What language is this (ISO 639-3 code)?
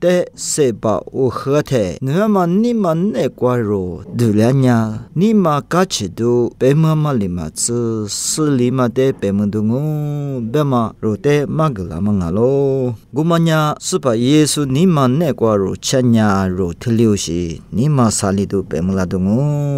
lis